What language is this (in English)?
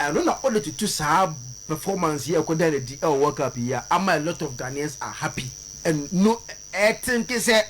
Akan